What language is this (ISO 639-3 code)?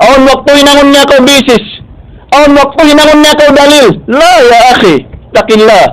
tsg